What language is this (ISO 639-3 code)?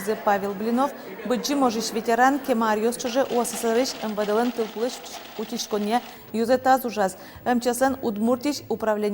udm